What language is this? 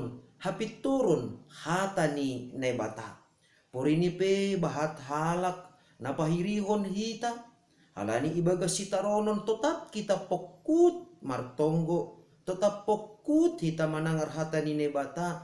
Batak Simalungun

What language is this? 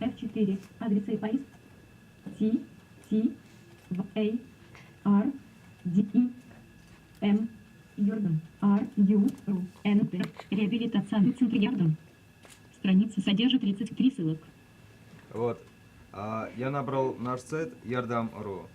Tatar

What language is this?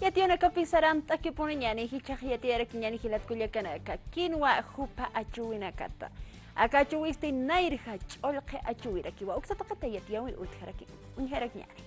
Aymara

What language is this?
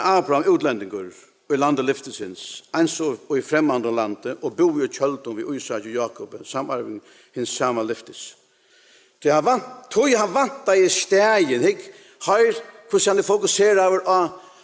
Faroese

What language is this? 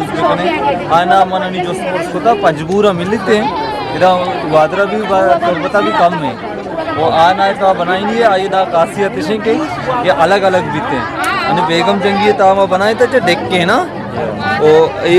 Eastern Balochi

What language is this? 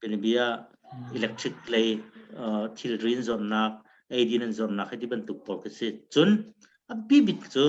Hakha Chin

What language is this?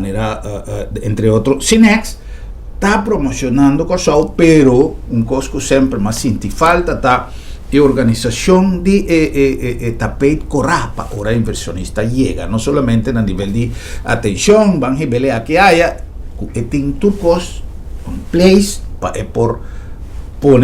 Papiamento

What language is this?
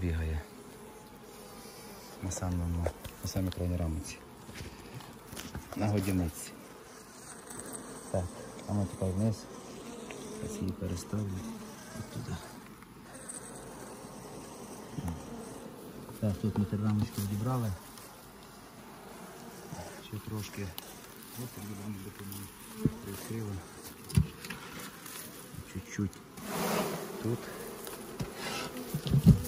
Ukrainian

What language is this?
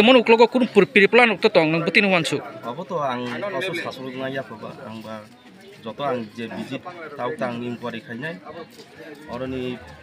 Kok Borok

